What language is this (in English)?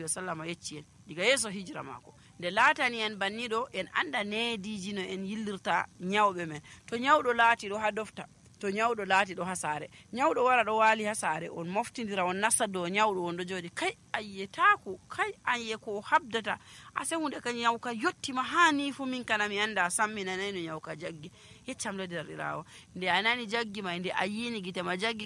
Nigerian Fulfulde